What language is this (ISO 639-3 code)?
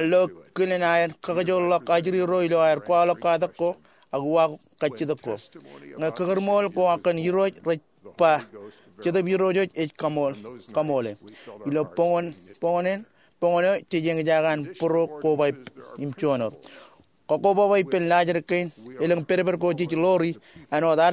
mah